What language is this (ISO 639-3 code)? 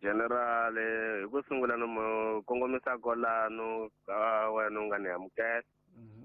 tso